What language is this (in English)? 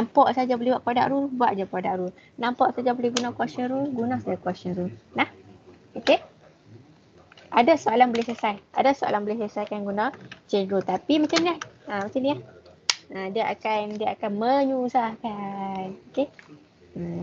Malay